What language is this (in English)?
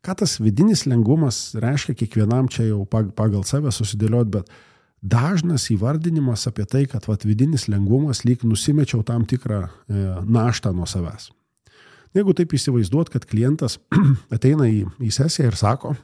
Lithuanian